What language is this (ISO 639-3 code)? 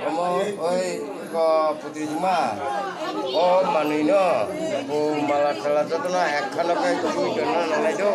trp